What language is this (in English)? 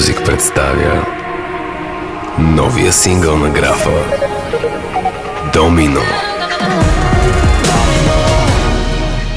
Bulgarian